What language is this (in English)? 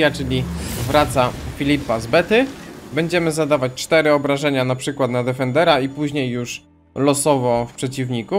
Polish